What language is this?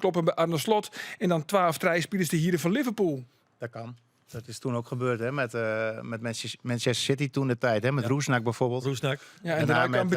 Western Frisian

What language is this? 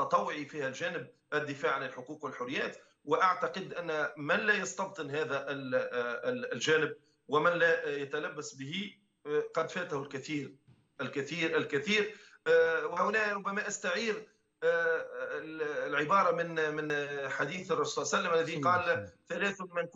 Tunisian Arabic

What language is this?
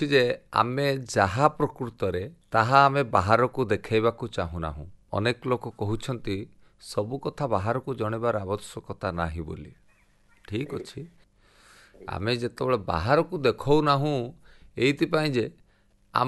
Odia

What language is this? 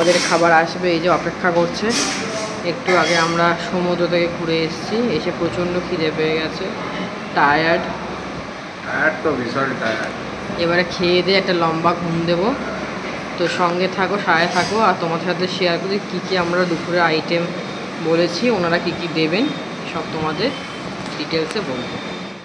Bangla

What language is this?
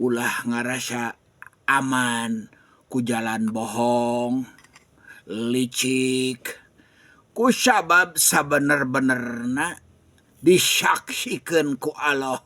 Sundanese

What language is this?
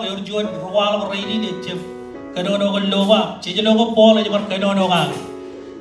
Marshallese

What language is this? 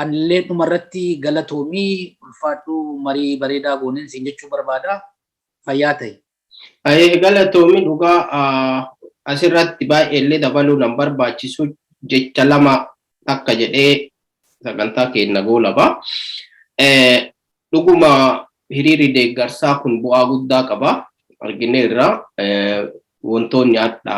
Oromo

